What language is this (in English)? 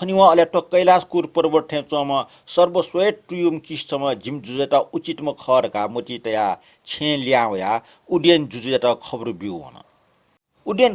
Newari